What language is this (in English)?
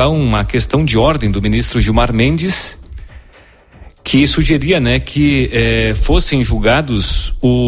Portuguese